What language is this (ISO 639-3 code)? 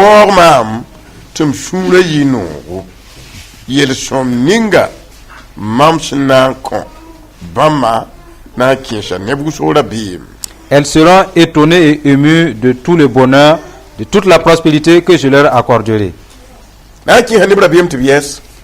mos